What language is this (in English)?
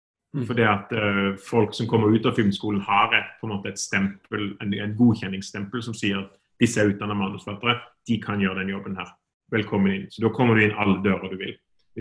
Norwegian